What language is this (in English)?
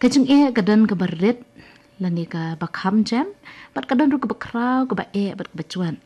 Khasi